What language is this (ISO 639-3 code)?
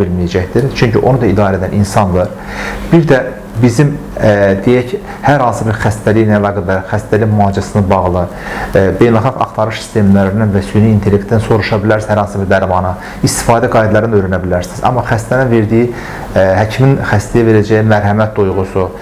aze